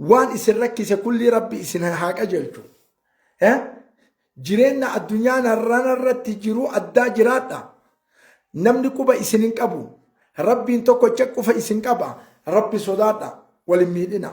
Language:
Oromo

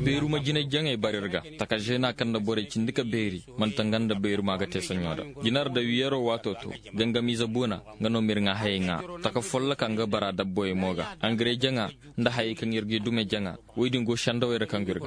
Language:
Koyraboro Senni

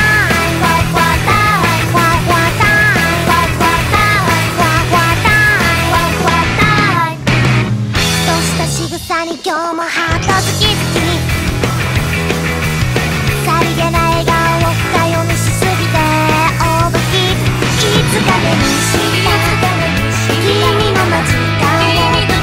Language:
Japanese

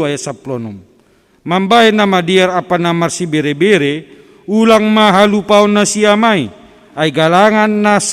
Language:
Batak Simalungun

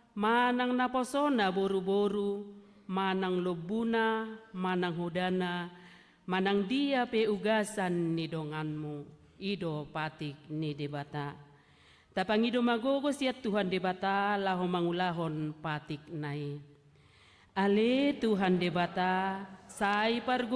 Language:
Batak Toba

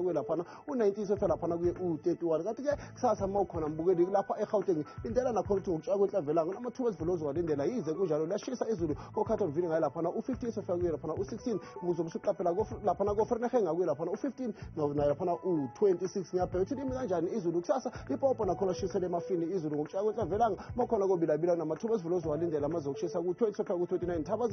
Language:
Zulu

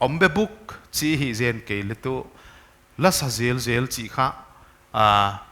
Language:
Paite Chin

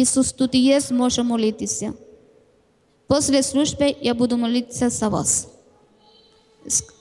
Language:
Ukrainian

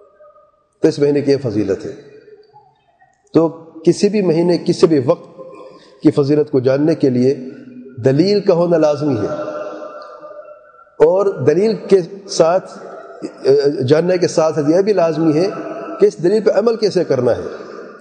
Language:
Urdu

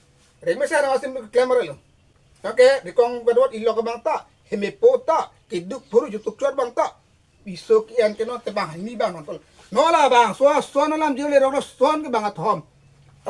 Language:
Karbi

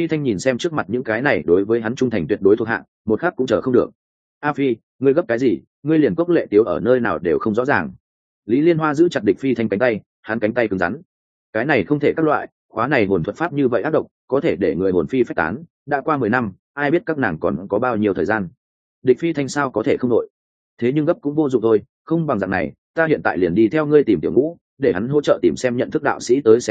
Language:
Vietnamese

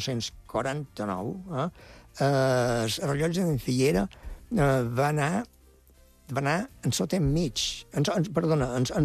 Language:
Catalan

